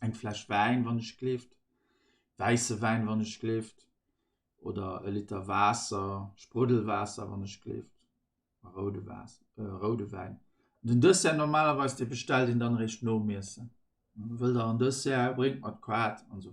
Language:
Luxembourgish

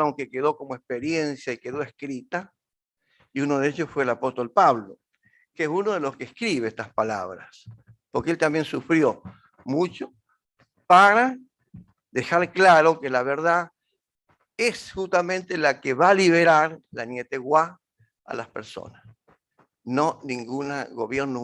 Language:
Guarani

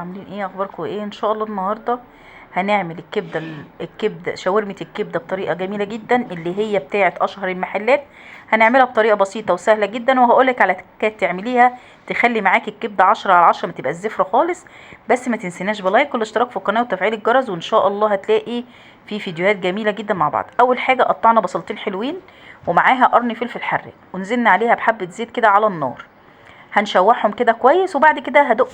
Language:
Egyptian Arabic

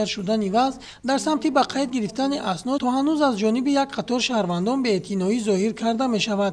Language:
Tajik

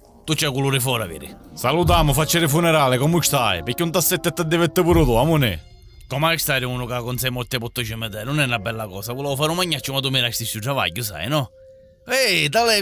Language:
Sicilian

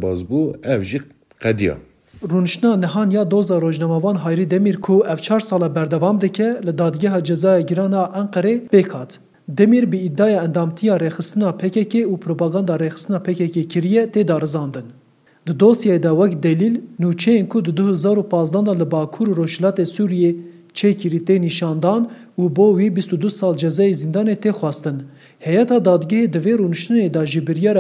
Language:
Kurdish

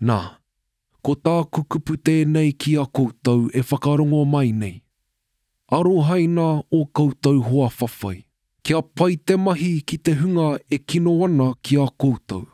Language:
Māori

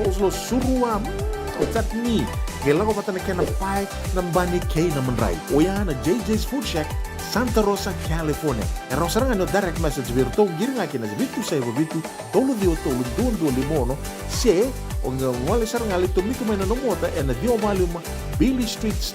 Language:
Fijian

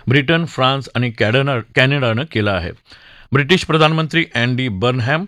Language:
Marathi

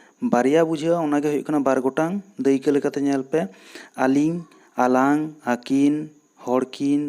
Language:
Santali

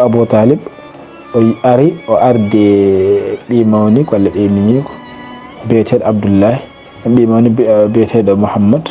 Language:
Fula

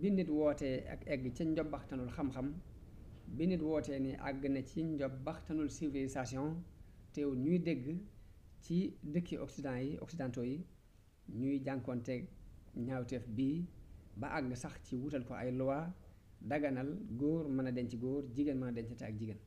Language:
Wolof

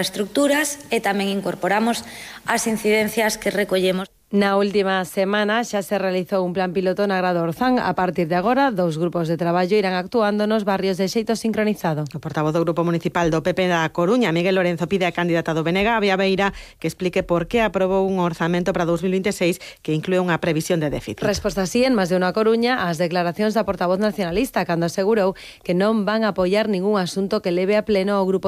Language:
Galician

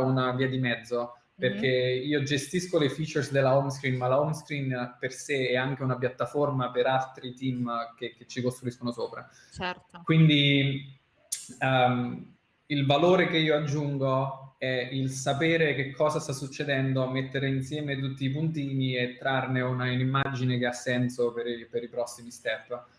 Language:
Italian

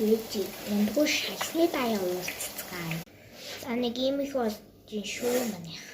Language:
Mongolian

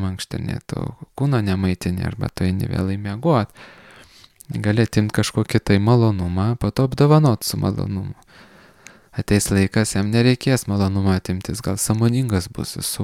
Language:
Lithuanian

